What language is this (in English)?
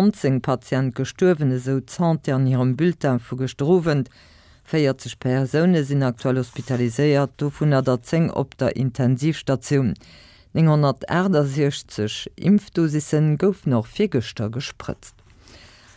Luxembourgish